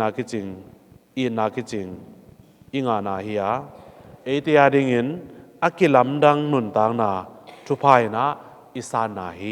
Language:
Tedim Chin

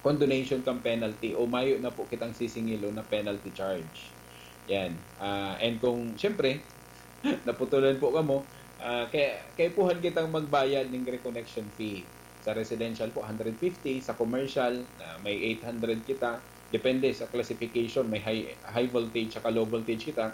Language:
Bikol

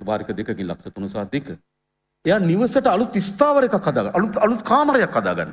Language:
Sinhala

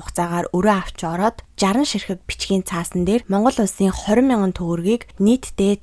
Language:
Mongolian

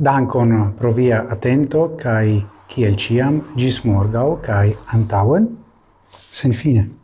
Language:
Esperanto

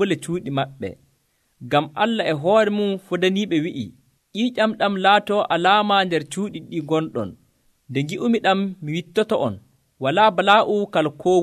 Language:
Nigerian Fulfulde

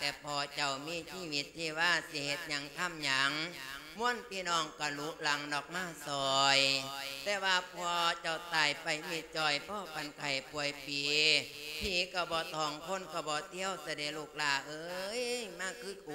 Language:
Lao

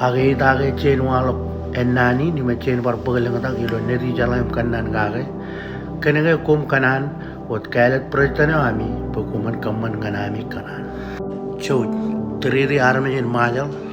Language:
Marshallese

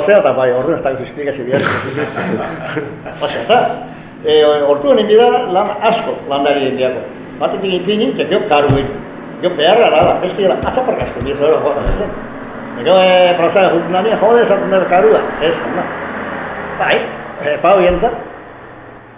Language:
Basque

